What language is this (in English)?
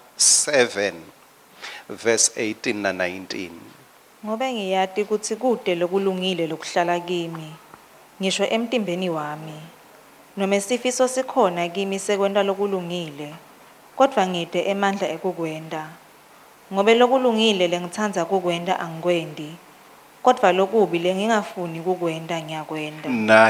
Swati